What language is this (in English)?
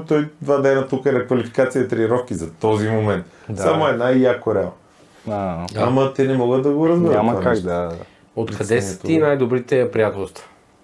Bulgarian